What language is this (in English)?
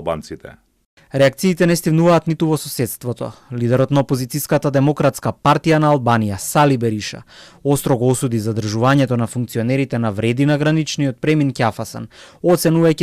Macedonian